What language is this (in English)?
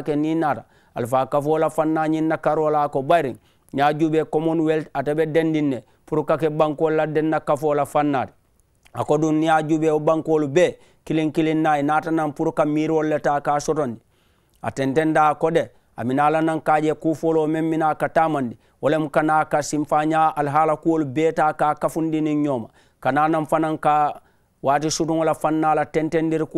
Mandingo